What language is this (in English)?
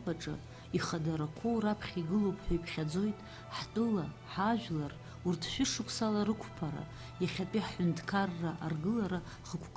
Abkhazian